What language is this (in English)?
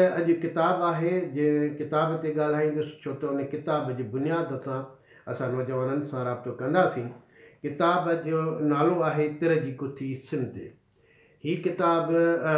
Sindhi